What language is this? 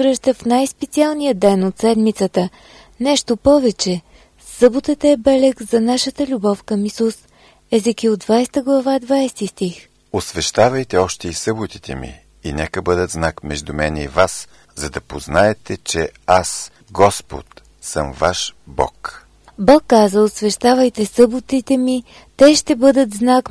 Bulgarian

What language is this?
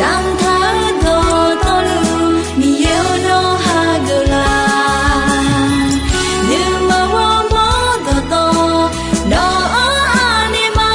Akha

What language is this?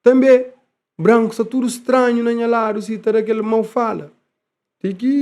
Kabuverdianu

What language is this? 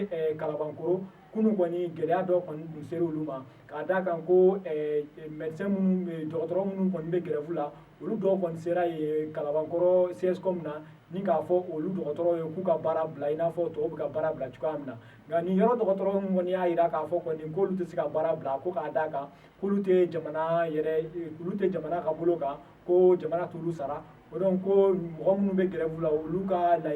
Bambara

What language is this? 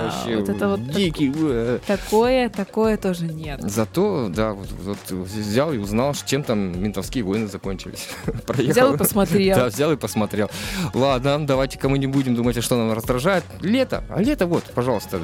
Russian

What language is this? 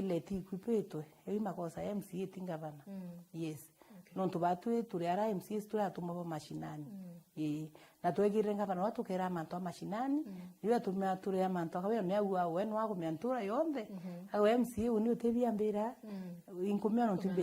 Meru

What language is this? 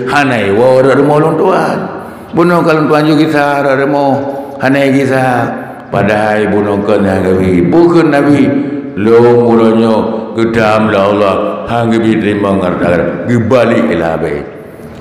Achinese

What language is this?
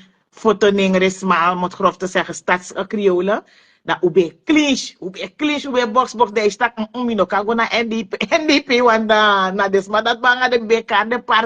Sranan Tongo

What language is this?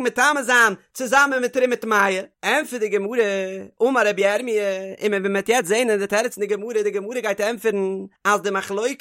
Yiddish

